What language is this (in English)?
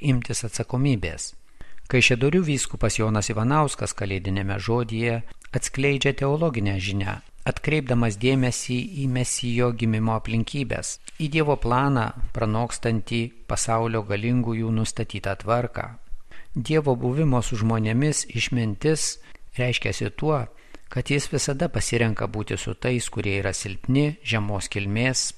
Lithuanian